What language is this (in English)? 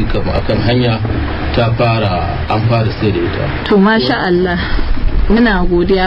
Hausa